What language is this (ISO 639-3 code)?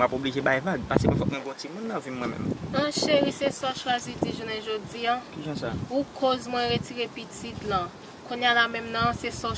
hat